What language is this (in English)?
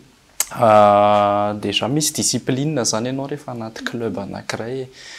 Malagasy